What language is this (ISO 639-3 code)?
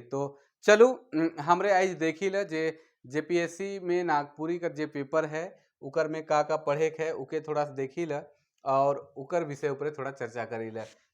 sck